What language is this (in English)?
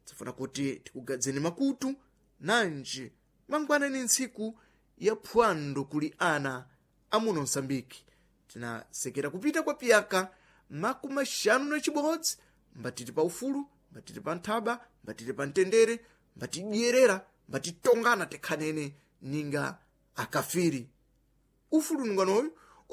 Sena